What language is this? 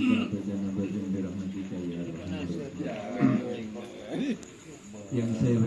Madurese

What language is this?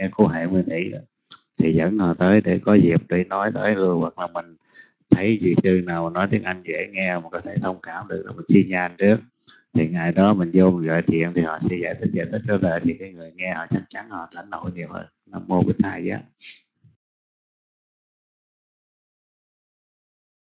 Vietnamese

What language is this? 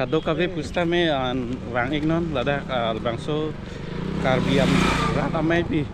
Karbi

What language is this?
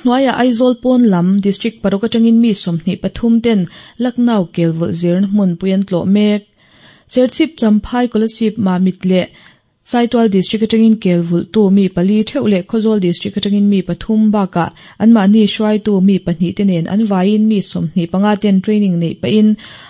Mizo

